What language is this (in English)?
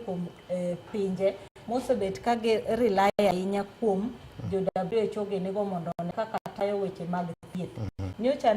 Luo (Kenya and Tanzania)